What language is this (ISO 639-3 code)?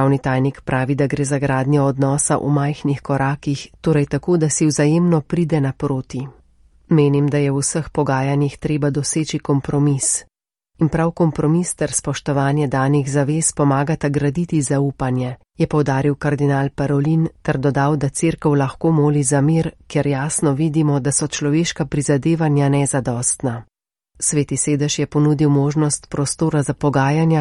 slv